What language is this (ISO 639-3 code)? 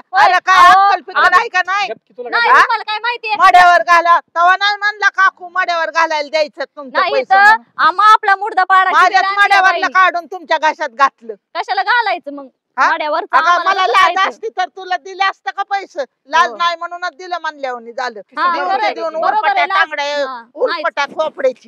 mar